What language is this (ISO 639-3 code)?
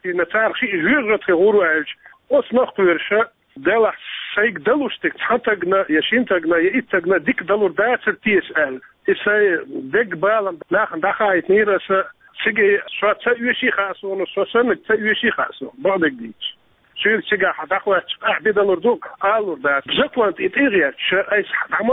che